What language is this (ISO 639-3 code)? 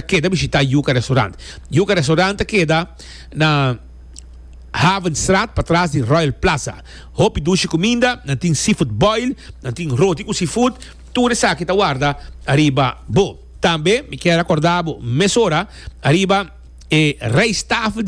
pap